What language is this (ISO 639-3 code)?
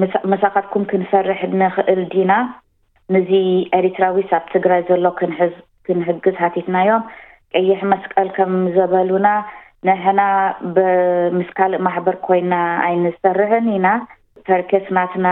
tir